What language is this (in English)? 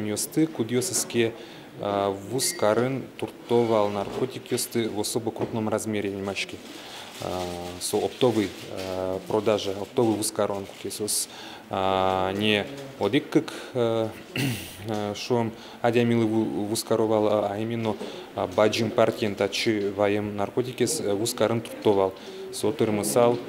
Udmurt